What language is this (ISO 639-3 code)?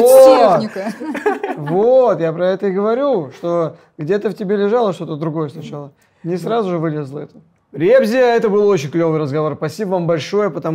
rus